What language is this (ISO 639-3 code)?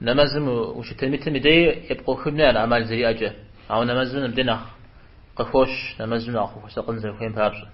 kbd